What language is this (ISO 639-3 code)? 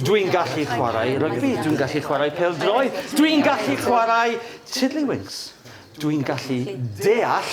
cym